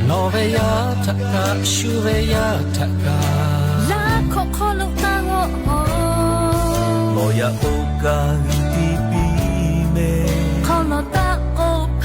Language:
Lahu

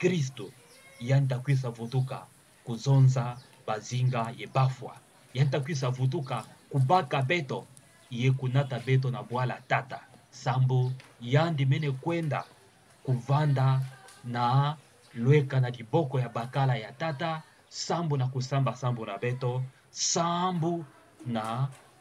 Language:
Kituba (Democratic Republic of Congo)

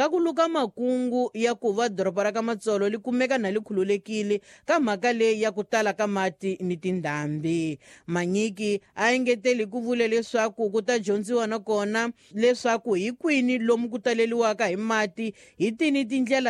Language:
Tsonga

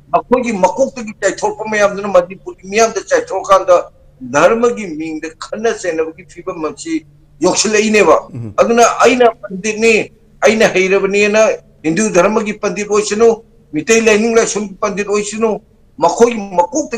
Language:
Manipuri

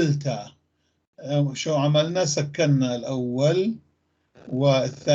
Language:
North Levantine Arabic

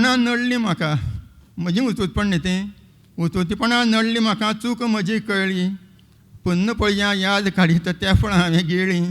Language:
Konkani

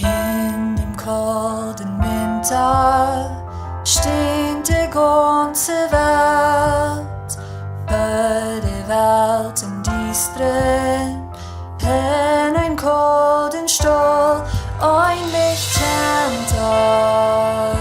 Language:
Plautdietsch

